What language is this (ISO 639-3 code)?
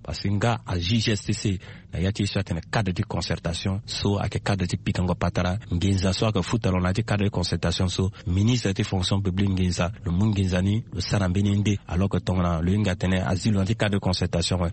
sag